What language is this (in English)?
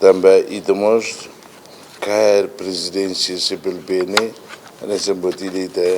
Tetum